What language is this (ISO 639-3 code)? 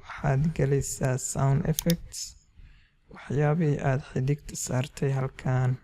som